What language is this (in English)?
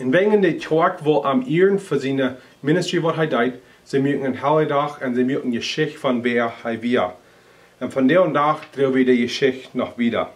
Plautdietsch